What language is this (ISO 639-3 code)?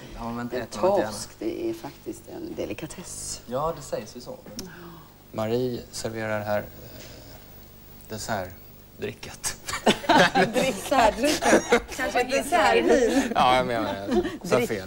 swe